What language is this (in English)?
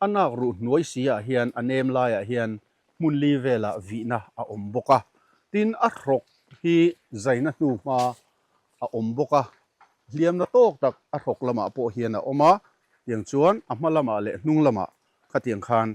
Mizo